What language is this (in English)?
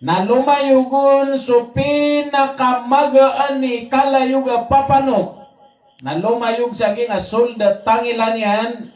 Maranao